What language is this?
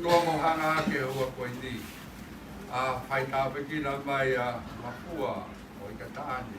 Tongan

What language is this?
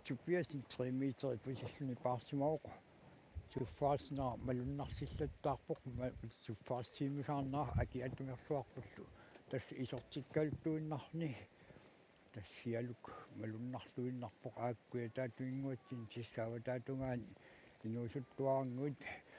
Kalaallisut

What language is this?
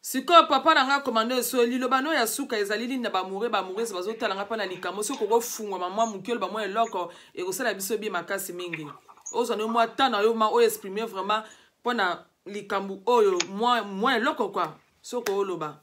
Lingala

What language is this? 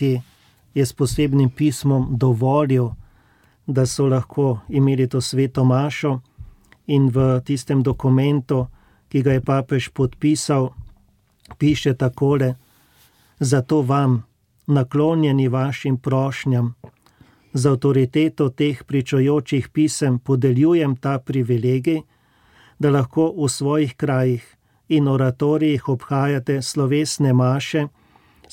Slovenian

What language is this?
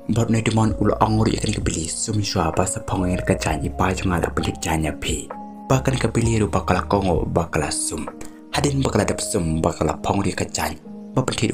Khasi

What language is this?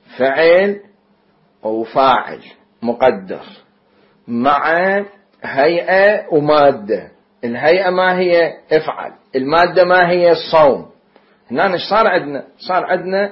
Mesopotamian Arabic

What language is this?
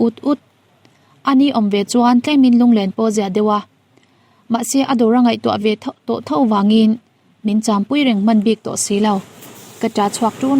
Mizo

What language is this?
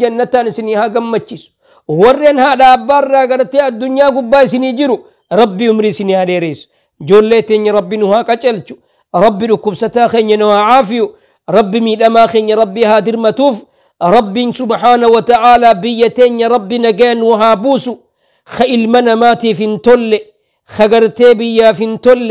Oromo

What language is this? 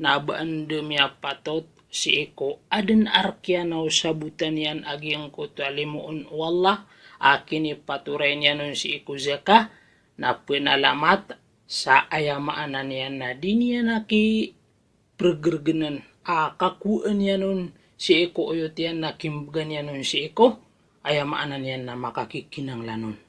Maranao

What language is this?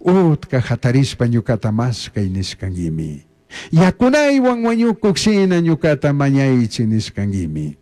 Chimborazo Highland Quichua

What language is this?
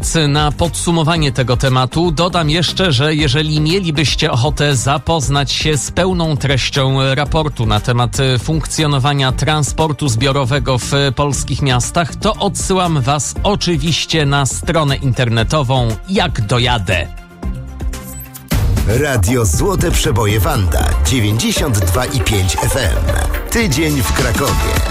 Polish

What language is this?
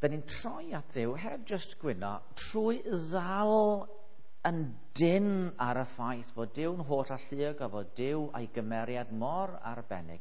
Welsh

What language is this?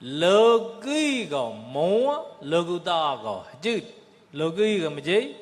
Mon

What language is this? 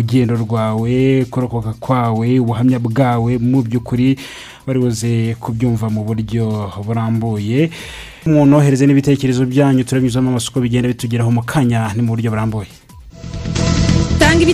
Kinyarwanda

